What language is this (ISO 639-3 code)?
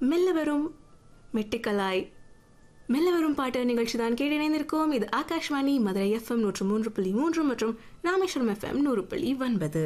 tam